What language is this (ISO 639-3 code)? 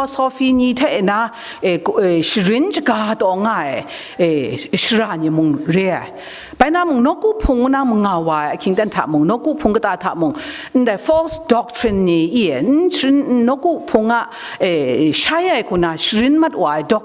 kac